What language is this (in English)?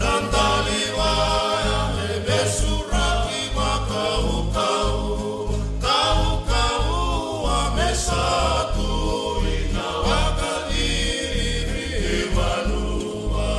Fijian